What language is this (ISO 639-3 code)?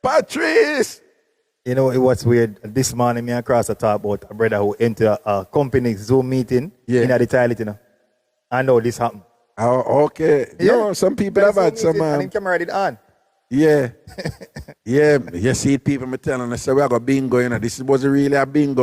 jam